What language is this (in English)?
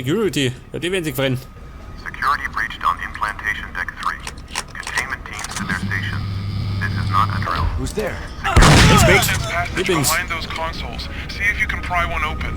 Bavarian